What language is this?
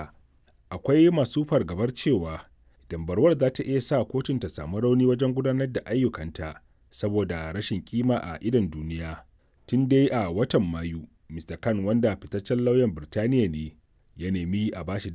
Hausa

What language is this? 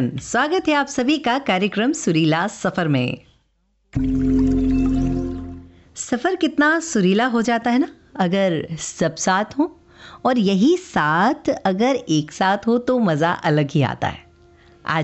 Hindi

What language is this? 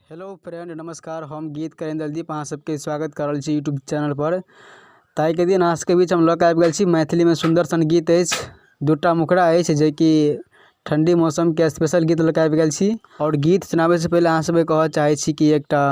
Maithili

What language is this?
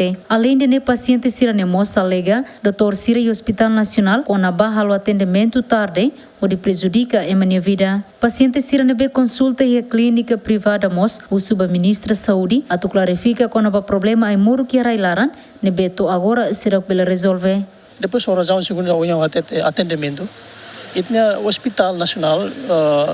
Tetum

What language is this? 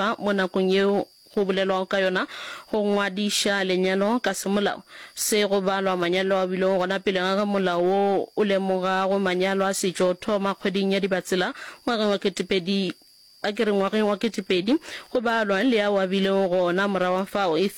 Northern Sotho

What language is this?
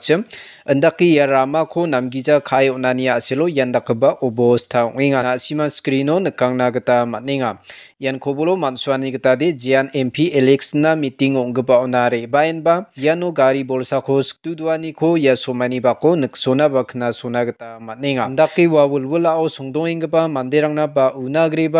Garo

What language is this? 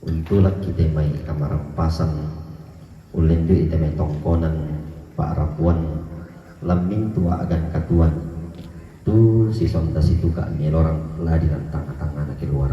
Toraja-Sa'dan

